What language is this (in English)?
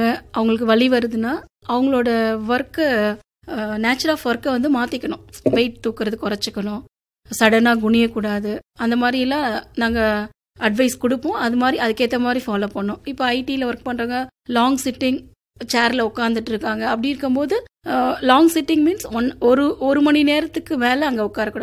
Tamil